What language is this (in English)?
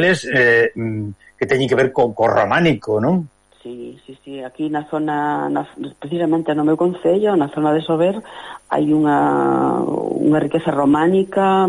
Galician